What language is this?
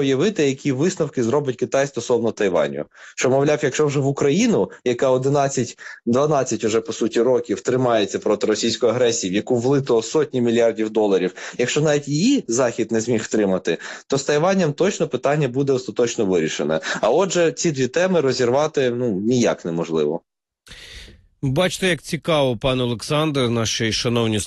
Ukrainian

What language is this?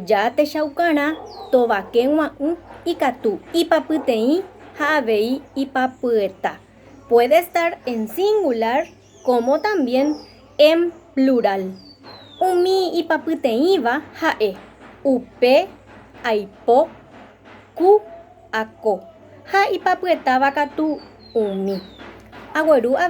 Guarani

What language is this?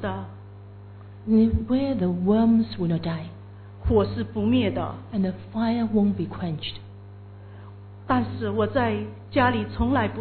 Chinese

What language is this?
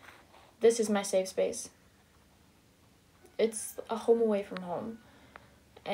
English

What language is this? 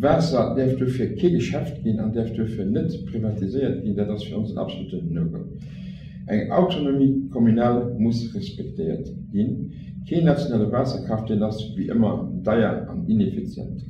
Luxembourgish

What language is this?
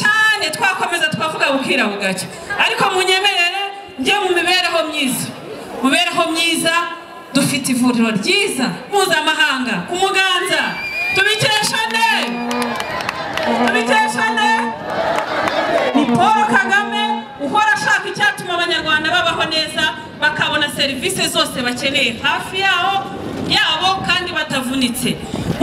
Kinyarwanda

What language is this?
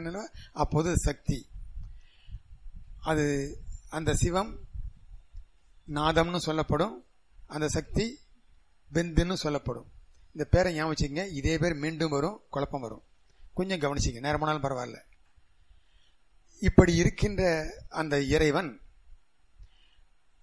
Tamil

